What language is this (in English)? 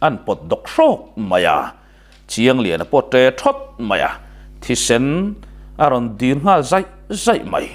Mizo